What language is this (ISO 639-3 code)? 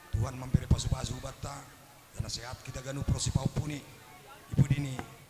bts